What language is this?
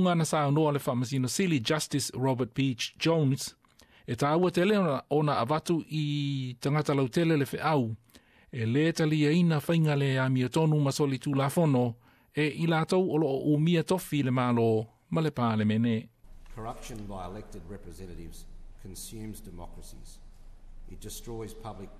Samoan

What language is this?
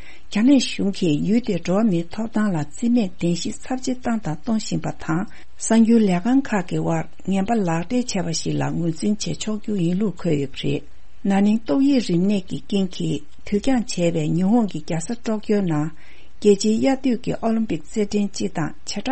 Tibetan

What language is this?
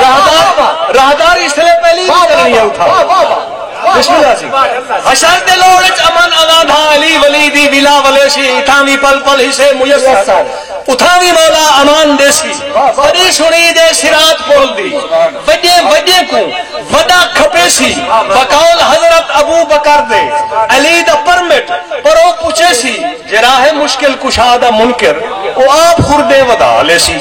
Saraiki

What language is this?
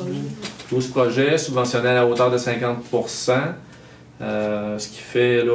French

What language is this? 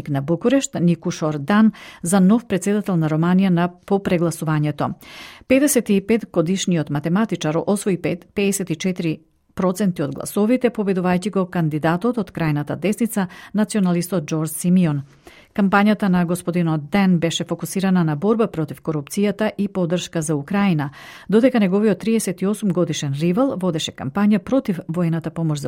Macedonian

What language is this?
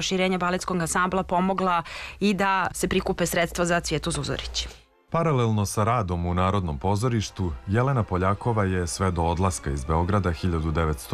Serbian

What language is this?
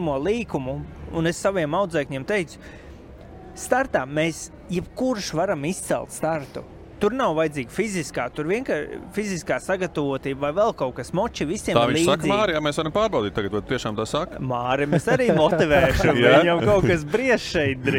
Latvian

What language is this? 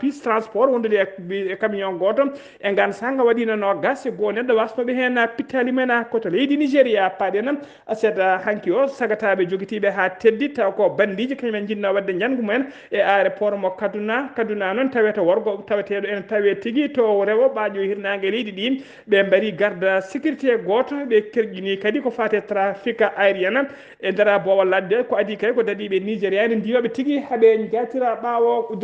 Fula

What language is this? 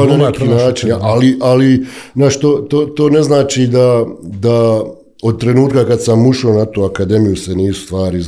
Bosnian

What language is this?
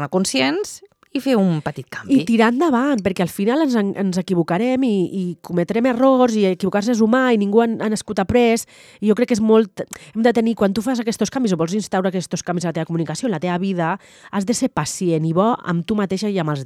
Catalan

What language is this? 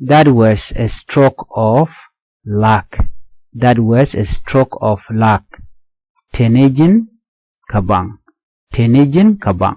Nuer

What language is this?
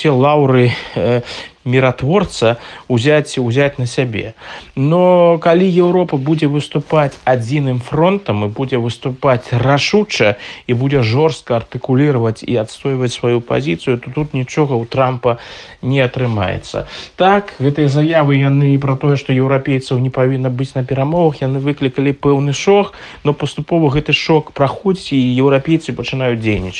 Belarusian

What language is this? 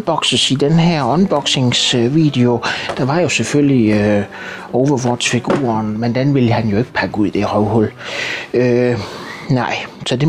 Danish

